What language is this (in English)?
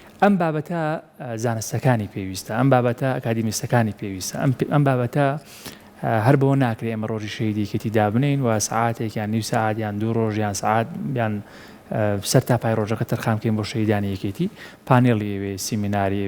Central Kurdish